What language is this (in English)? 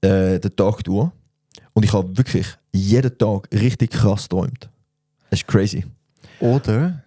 Swiss German